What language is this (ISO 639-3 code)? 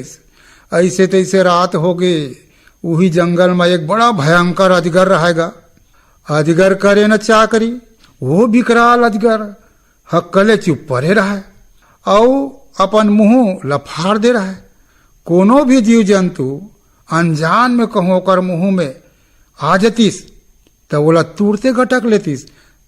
hne